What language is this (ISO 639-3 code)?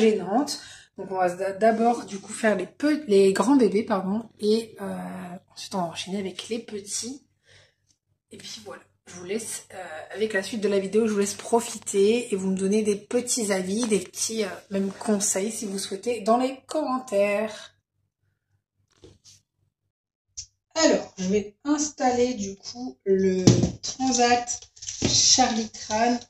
fra